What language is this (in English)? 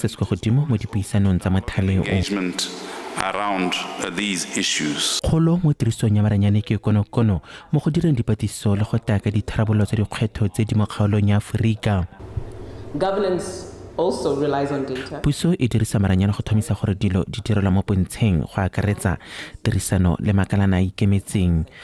Tswana